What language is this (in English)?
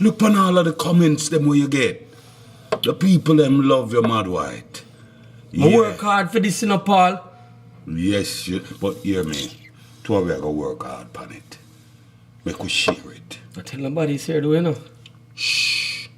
Jamaican Creole English